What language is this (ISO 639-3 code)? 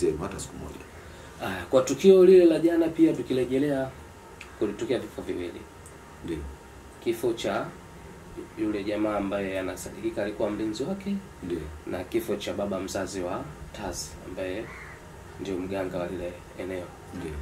swa